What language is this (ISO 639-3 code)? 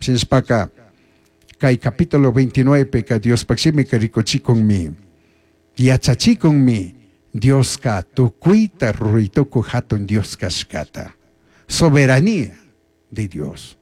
qug